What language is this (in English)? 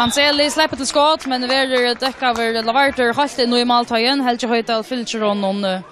Faroese